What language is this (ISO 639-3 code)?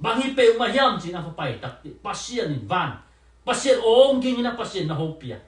ctd